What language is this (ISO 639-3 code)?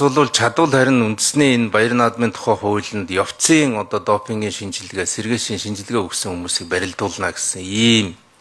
mon